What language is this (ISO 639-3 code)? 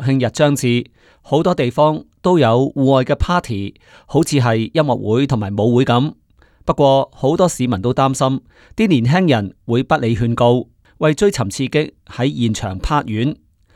yue